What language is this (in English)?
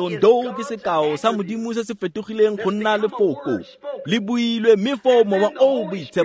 Tswana